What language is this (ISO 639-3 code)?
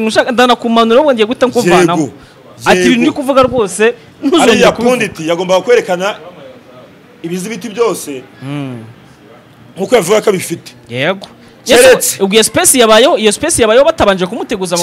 kin